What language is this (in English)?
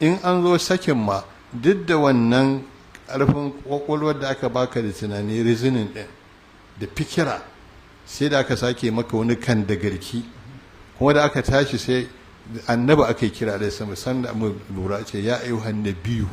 Hausa